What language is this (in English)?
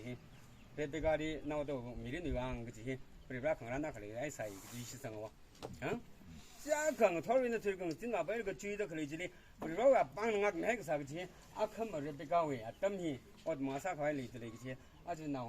Tangkhul Naga (India)